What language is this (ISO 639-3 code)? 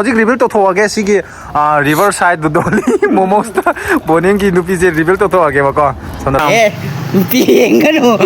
mni